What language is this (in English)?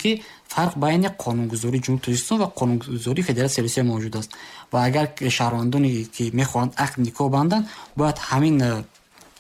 Tajik